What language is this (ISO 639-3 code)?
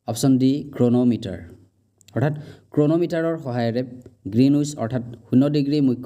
asm